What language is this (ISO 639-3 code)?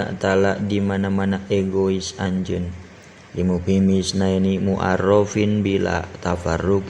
sun